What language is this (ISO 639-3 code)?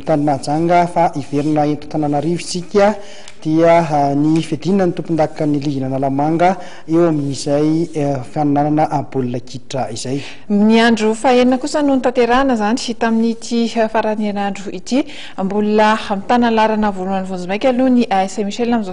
mlg